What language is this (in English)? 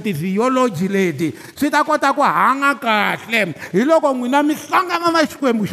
Tsonga